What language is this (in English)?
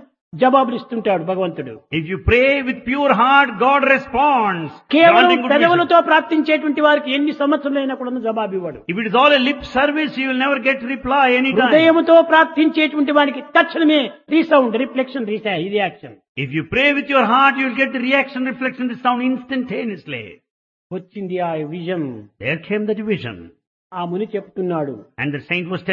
Telugu